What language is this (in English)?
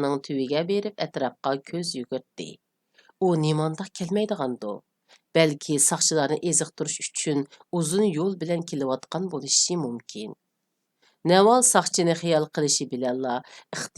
Uyghur